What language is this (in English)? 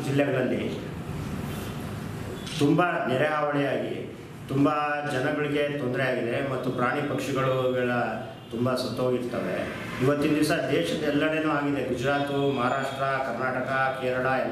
Kannada